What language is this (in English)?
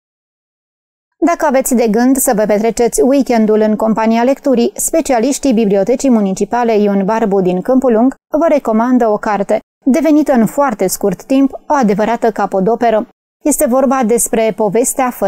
Romanian